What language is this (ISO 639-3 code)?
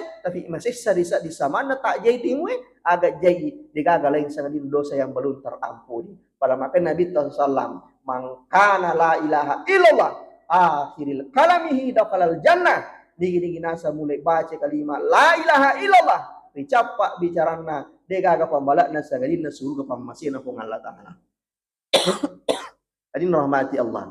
bug